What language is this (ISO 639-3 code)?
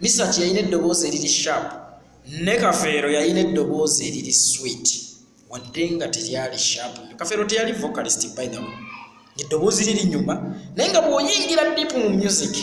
lug